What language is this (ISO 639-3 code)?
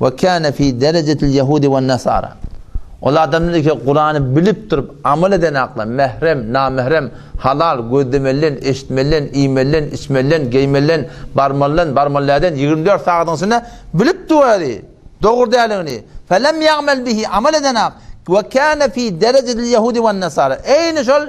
tuk